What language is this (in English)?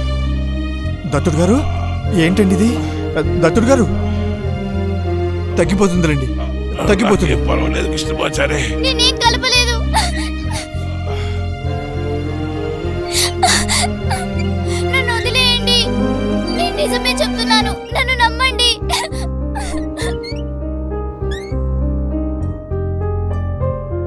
Telugu